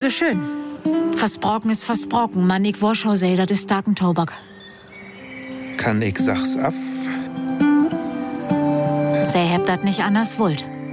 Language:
German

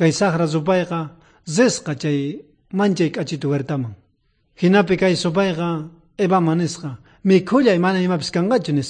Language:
South Bolivian Quechua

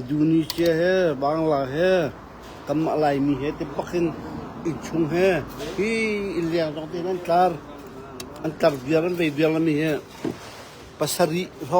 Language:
Hakha Chin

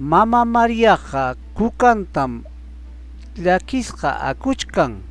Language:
Ayacucho Quechua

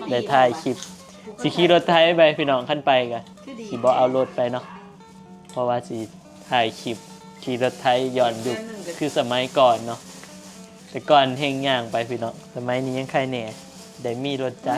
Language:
Northeastern Thai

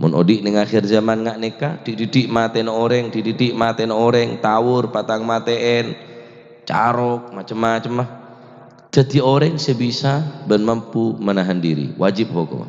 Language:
Madurese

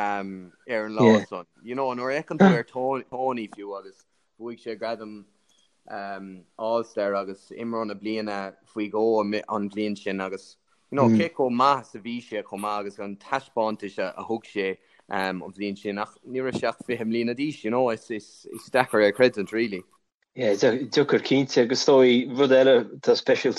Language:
Irish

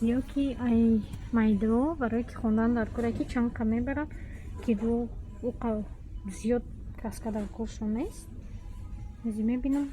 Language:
Tajik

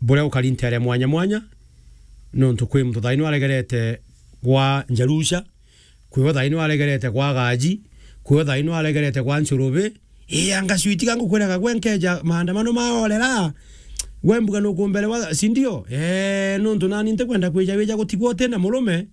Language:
Meru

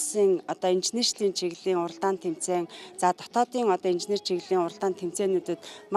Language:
Mongolian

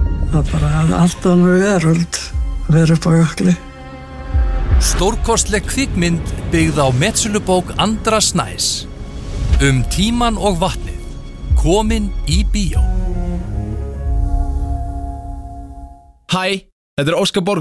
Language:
Icelandic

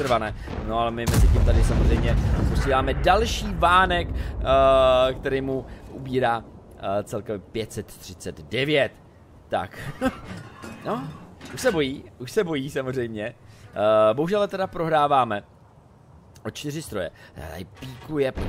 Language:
Czech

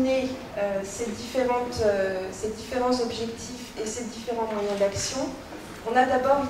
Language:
French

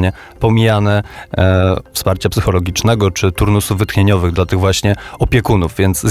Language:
Polish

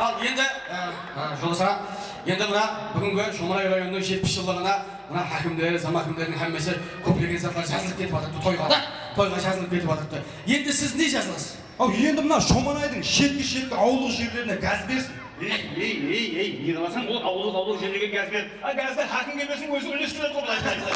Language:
Kara-Kalpak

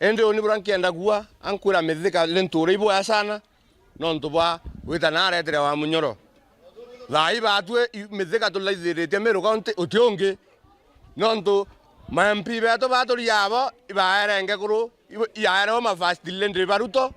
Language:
Meru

